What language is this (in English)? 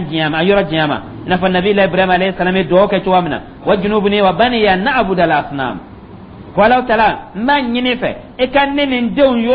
Dyula